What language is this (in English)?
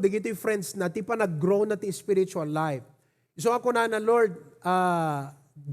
Iloko